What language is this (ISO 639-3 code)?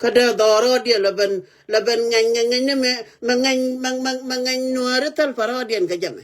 nus